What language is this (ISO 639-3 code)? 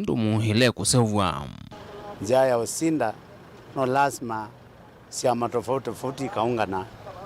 kam